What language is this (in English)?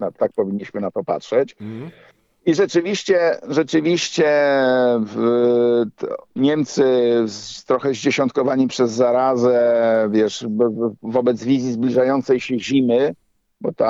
Polish